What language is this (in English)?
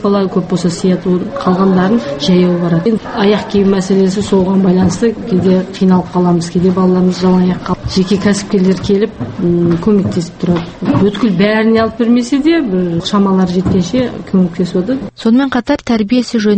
Kazakh